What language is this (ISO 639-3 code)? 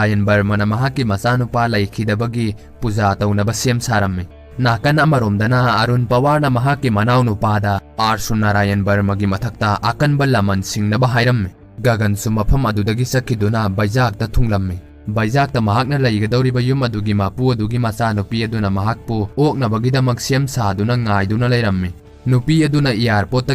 mni